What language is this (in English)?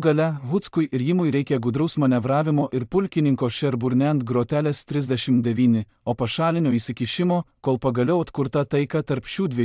Lithuanian